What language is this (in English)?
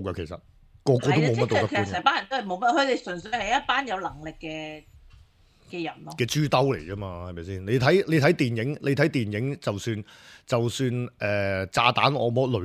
Cantonese